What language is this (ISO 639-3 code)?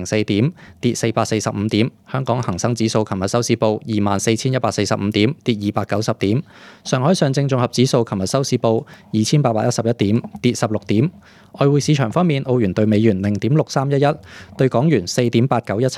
yue